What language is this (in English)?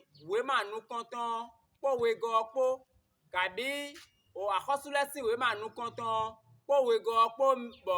Fon